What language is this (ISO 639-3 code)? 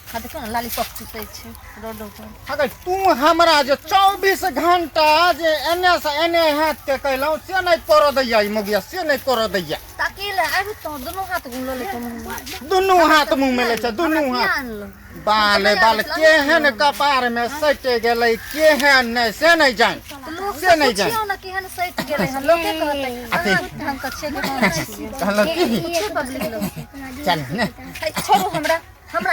mai